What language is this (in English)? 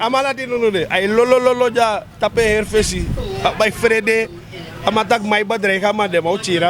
Sranan Tongo